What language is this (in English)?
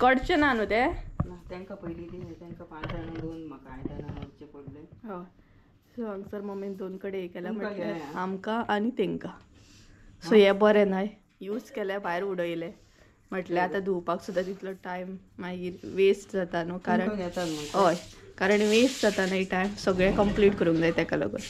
Konkani